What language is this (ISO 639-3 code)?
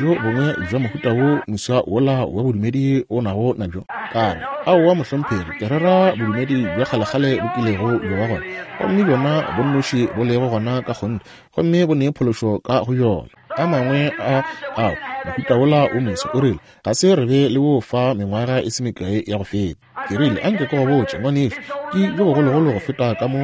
nso